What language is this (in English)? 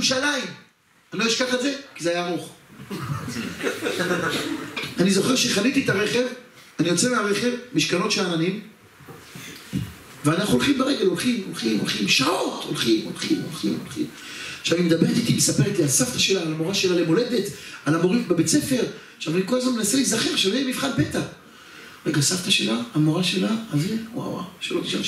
Hebrew